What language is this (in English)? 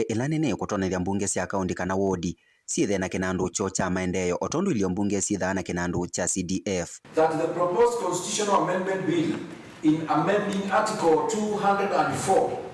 Kamba